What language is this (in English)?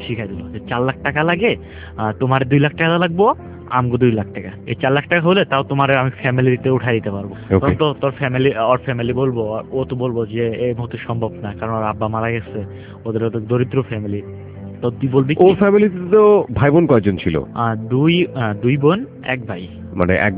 Bangla